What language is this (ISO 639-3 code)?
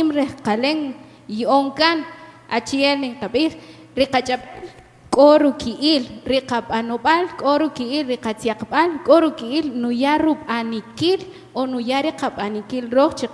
cak